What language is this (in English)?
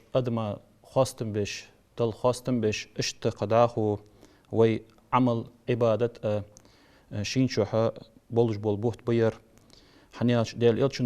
Ingush